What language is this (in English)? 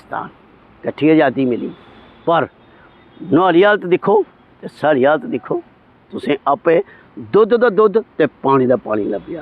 Dogri